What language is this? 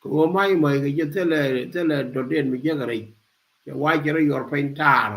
Nuer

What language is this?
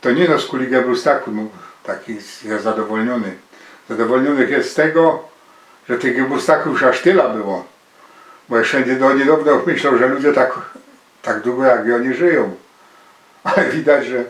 Silesian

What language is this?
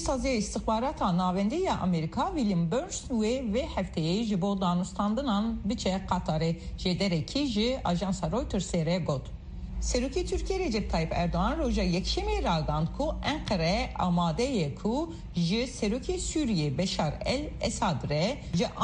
Kurdish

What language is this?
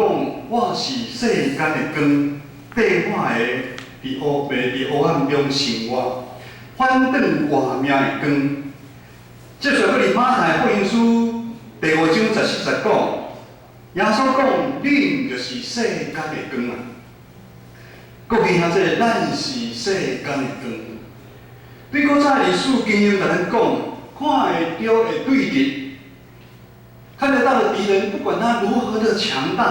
Min Nan Chinese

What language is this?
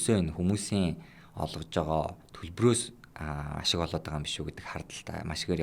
Mongolian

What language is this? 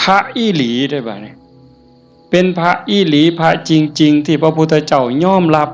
Lao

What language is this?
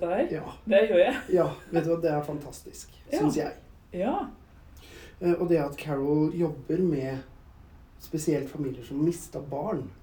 Norwegian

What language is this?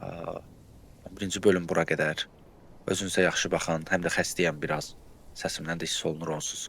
Azerbaijani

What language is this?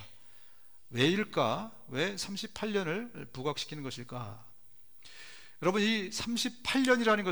Korean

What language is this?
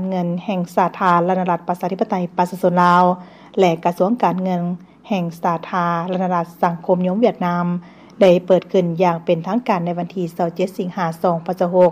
Lao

